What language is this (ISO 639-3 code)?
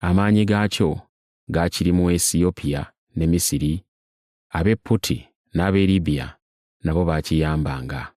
lug